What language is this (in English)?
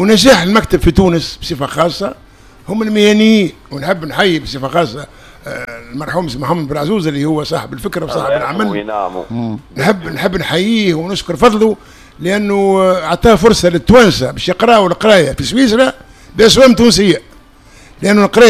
Tunisian Arabic